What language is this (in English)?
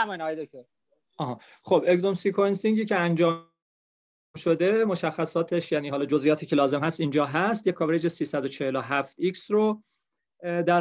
Persian